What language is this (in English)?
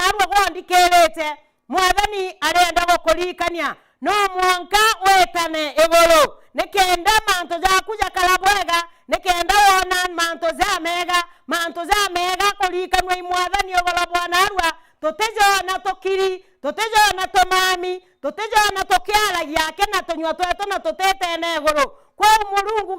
Meru